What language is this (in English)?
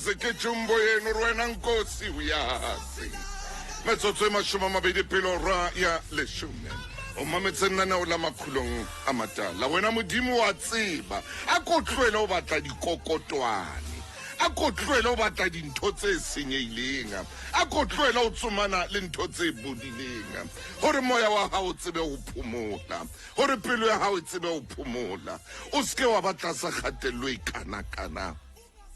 Southern Sotho